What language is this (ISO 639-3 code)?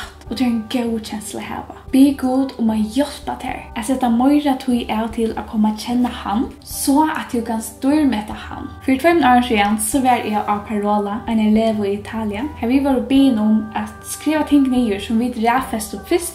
fao